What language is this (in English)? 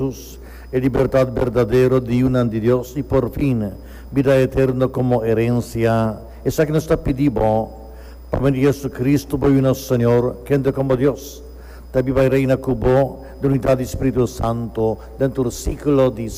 Papiamento